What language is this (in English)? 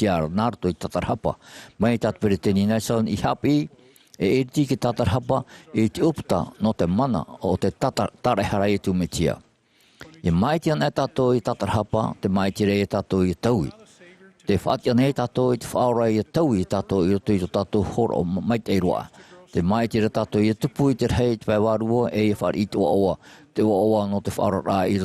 Tahitian